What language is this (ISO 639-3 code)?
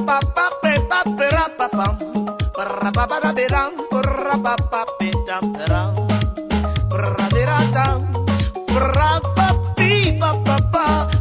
swa